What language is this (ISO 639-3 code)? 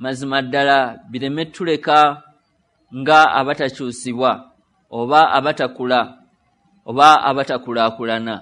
lug